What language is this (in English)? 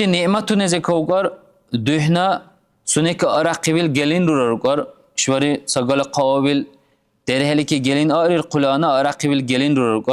Dargwa